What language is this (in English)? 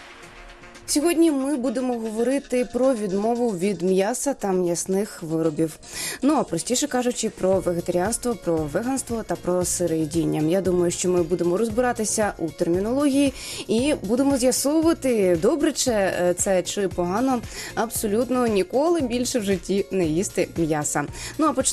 Ukrainian